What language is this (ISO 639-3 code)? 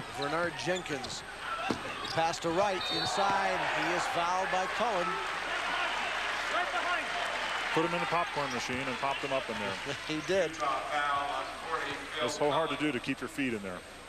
eng